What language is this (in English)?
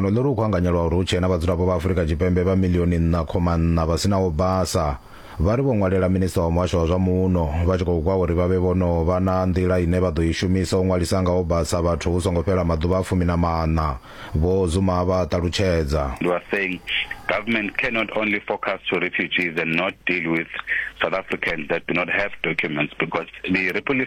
Venda